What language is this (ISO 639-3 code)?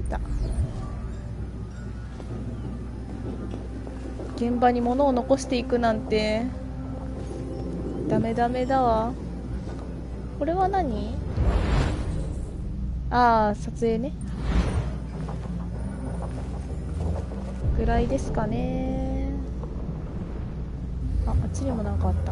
jpn